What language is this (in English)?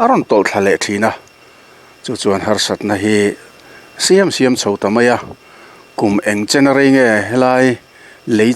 Mizo